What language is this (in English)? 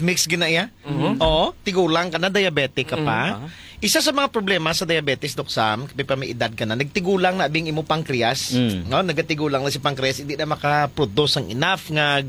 Hiligaynon